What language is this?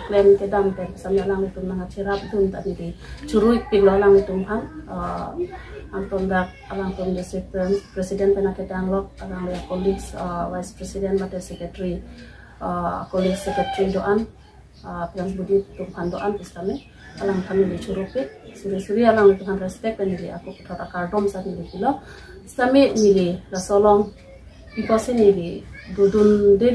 Karbi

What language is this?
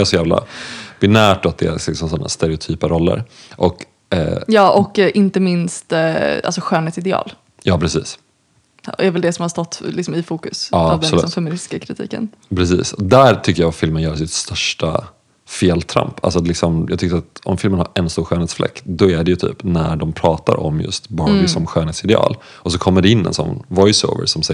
Swedish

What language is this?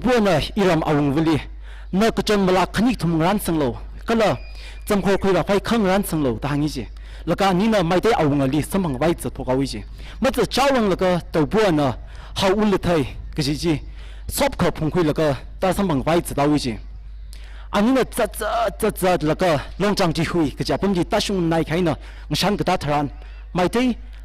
Tangkhul Naga (India)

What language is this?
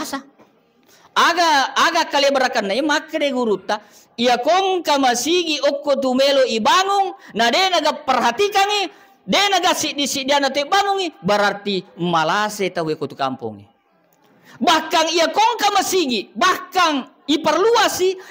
Buginese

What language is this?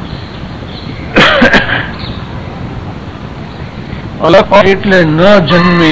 Gujarati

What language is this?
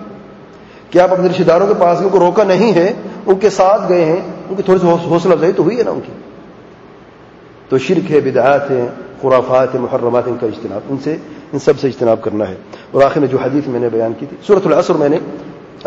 Urdu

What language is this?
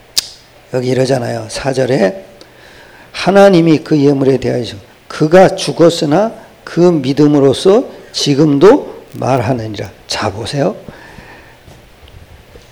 Korean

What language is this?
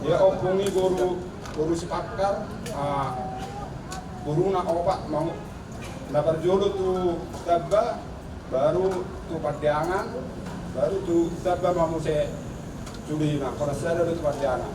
Batak Toba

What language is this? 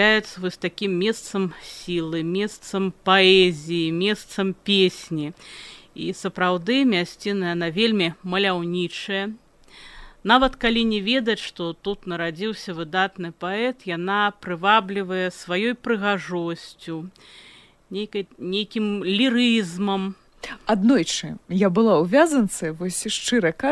Belarusian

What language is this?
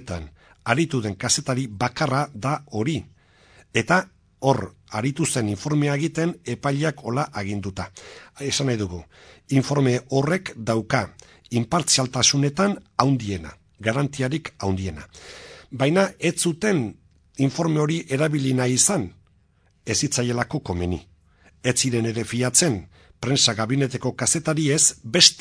Basque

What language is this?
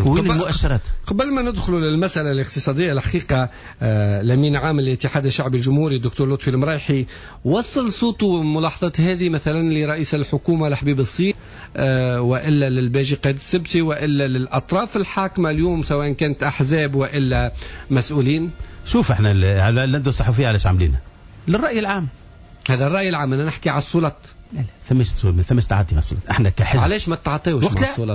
Tunisian Arabic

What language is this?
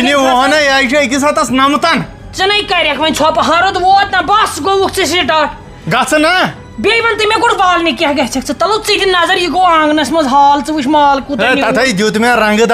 Kashmiri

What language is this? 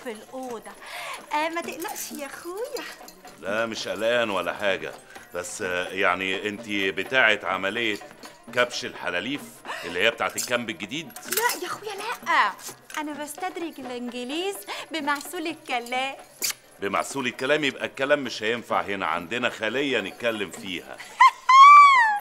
Egyptian Arabic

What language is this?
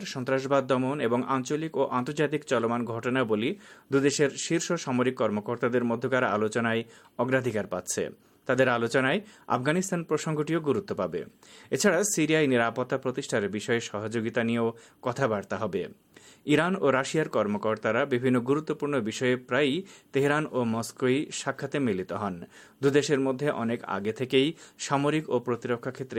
Bangla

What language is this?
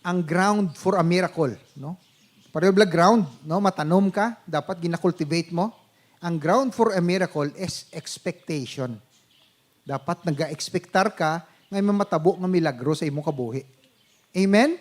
Hiligaynon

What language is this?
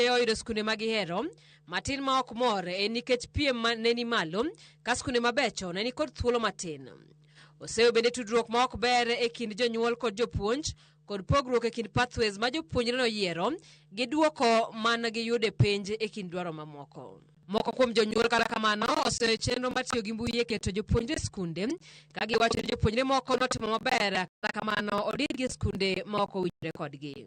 Luo (Kenya and Tanzania)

